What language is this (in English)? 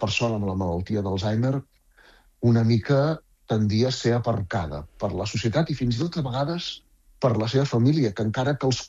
Catalan